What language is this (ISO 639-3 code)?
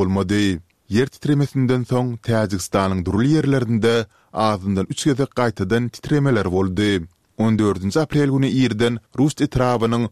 tuk